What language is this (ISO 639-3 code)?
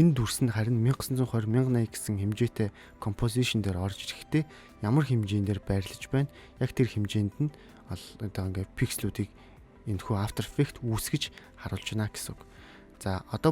mon